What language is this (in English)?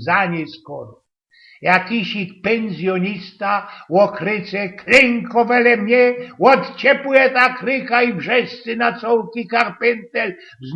Silesian